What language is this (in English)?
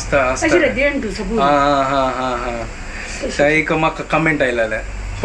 Konkani